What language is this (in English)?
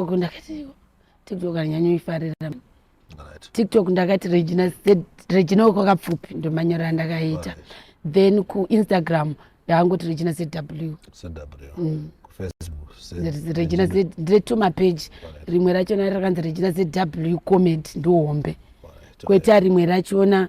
Shona